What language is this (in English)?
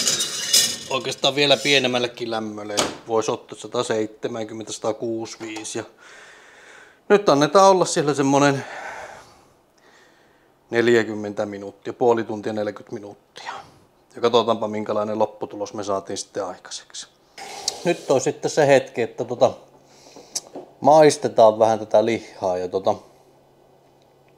Finnish